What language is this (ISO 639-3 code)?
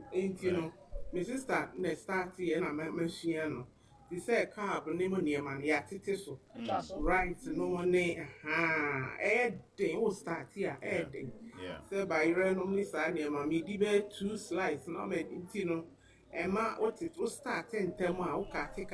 aka